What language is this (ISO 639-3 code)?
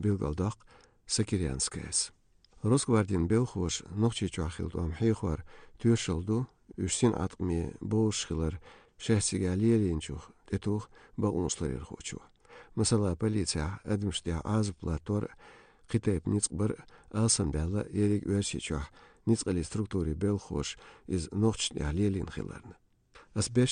che